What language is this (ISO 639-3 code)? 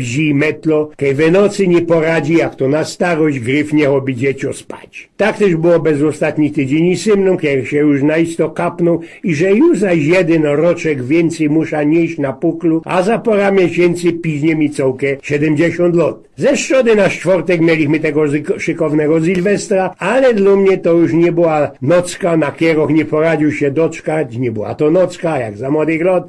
szl